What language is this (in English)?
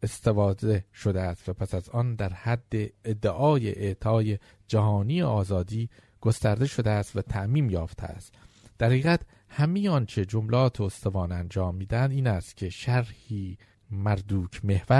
Persian